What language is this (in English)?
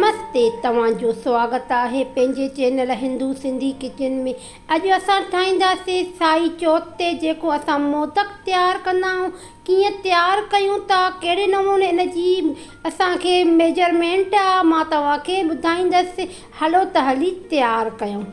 Sindhi